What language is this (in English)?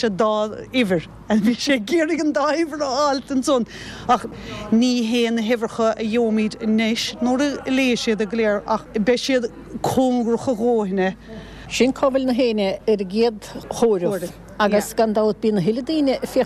Irish